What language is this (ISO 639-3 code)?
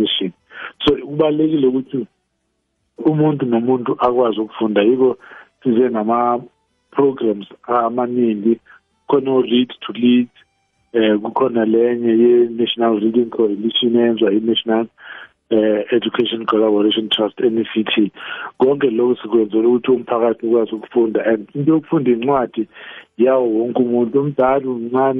nbl